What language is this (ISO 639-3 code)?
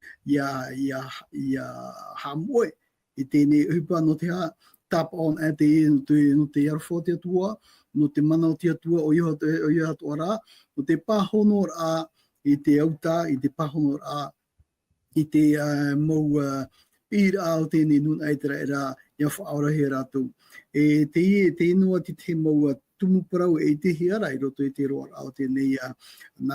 tah